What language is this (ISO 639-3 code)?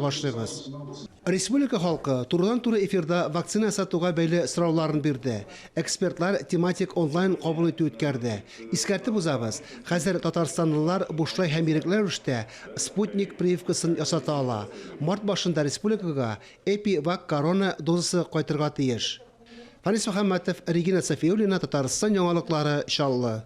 tat